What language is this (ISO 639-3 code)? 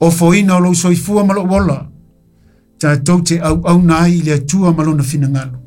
smo